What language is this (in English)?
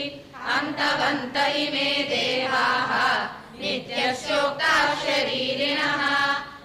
Sanskrit